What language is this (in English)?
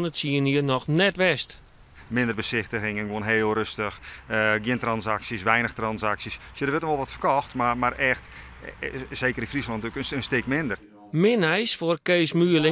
Western Frisian